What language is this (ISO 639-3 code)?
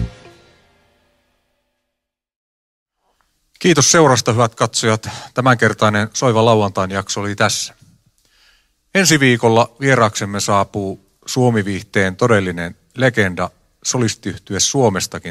fin